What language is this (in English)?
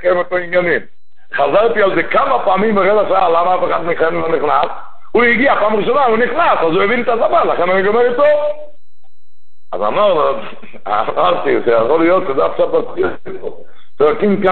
Hebrew